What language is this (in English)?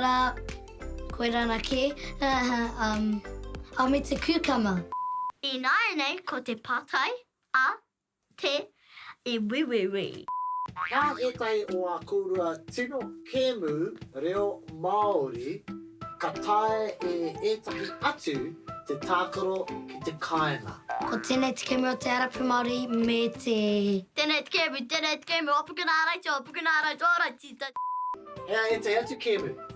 Māori